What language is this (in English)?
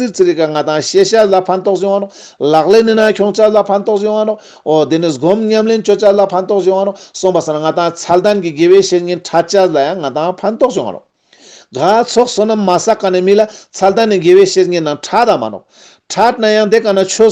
Ladakhi